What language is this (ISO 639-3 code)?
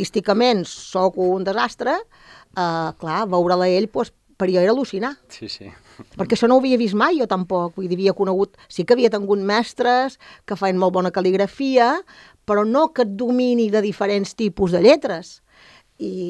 cat